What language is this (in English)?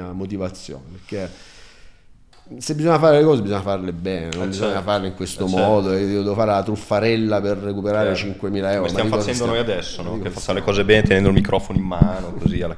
Italian